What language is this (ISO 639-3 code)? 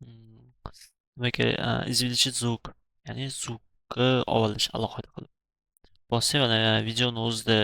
uzb